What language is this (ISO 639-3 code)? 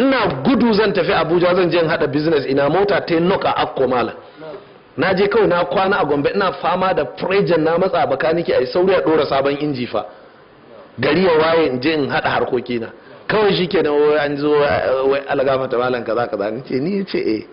hau